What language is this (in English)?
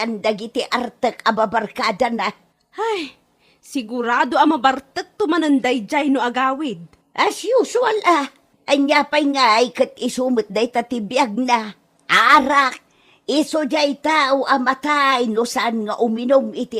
Iloko